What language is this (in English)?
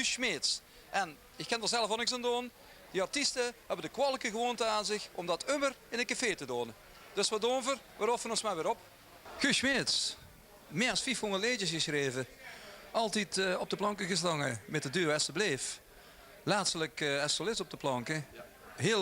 Limburgish